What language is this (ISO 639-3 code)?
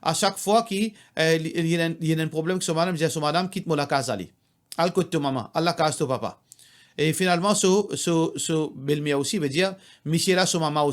mfe